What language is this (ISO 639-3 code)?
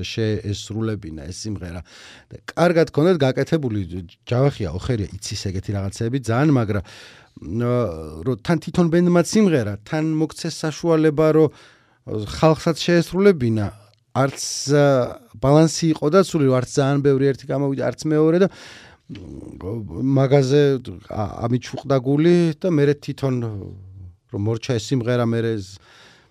kat